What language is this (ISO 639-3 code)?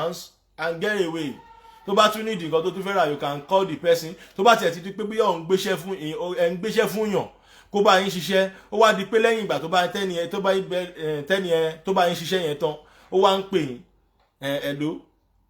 yor